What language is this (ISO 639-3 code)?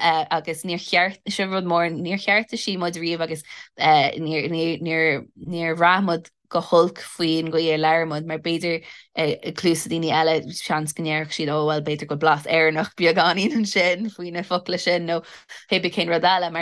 gle